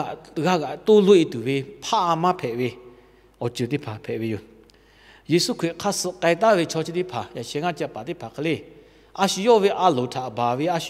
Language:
Lahu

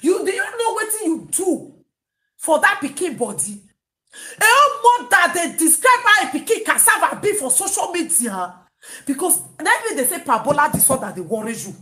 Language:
Nigerian Pidgin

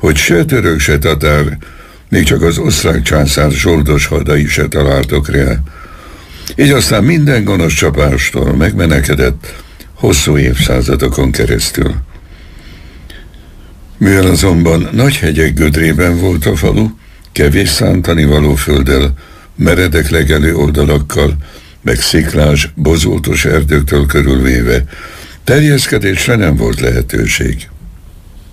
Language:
Hungarian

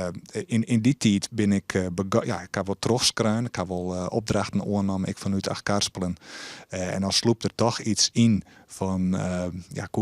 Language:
Western Frisian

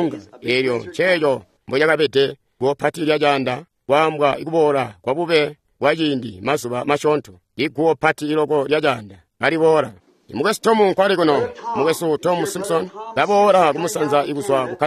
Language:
Tonga (Zambia)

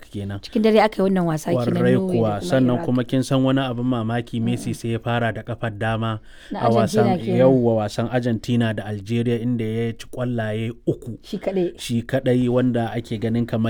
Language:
Hausa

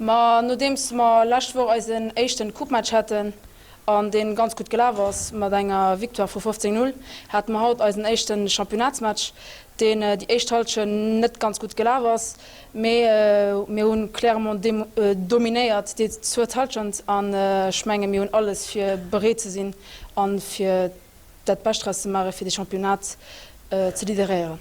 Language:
Luxembourgish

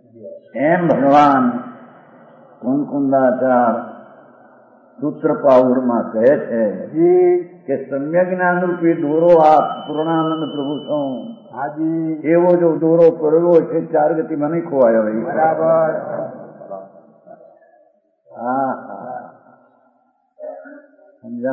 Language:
Gujarati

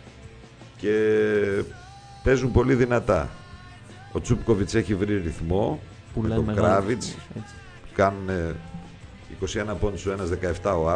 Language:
Greek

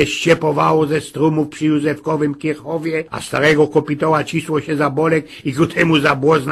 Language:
Silesian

